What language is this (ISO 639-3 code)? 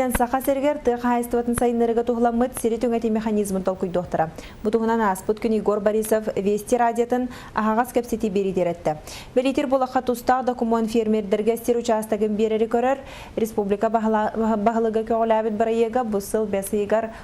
sah